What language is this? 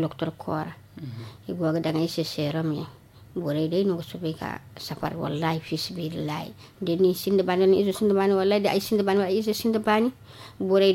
Zarma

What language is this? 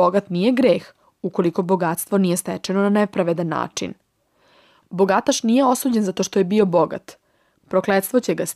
Serbian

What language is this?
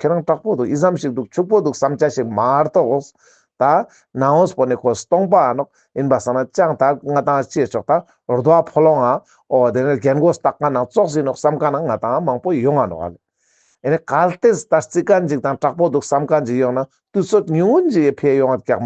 Ladakhi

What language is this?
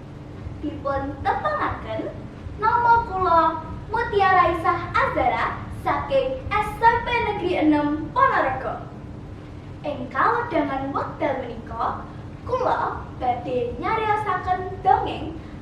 Javanese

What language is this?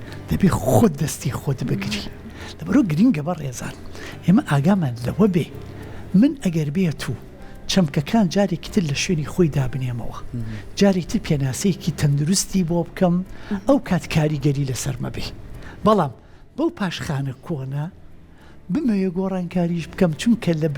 Central Kurdish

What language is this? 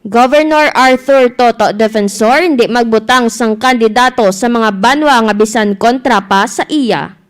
Hiligaynon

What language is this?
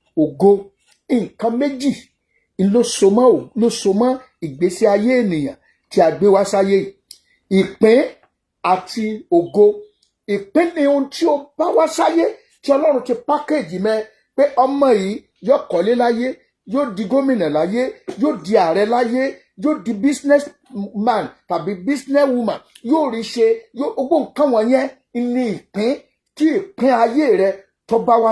Yoruba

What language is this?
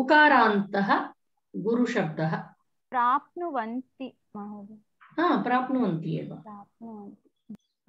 Sanskrit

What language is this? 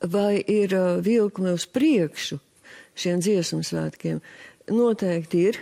Latvian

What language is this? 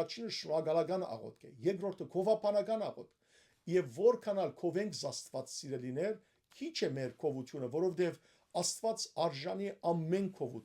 Western Armenian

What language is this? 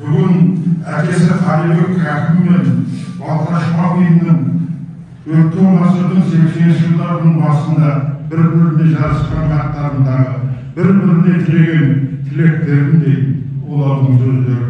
Kazakh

